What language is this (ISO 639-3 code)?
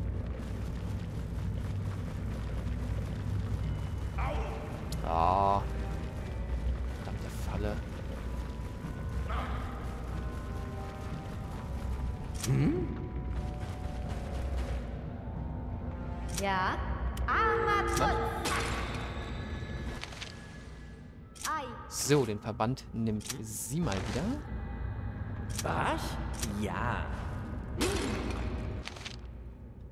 deu